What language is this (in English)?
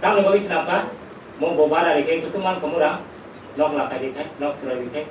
Kok Borok